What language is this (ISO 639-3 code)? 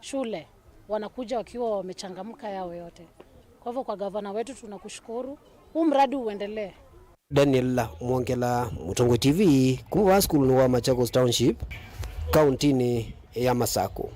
kam